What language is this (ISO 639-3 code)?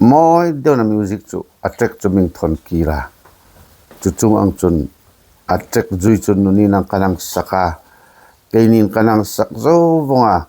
hmr